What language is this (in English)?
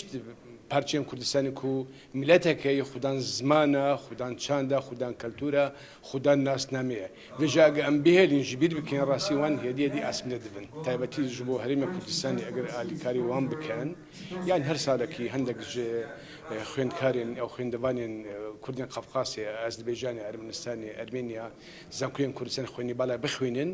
Kurdish